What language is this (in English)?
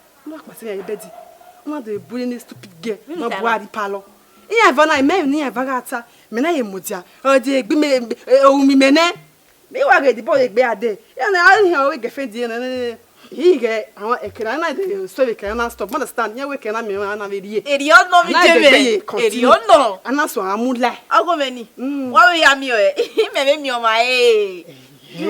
Bini